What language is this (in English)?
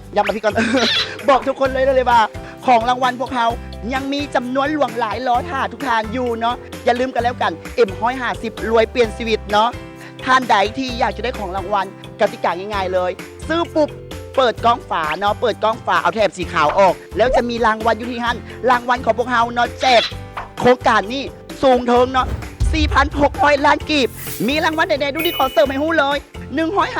Lao